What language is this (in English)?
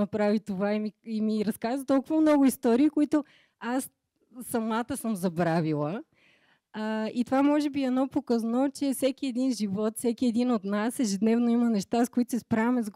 Bulgarian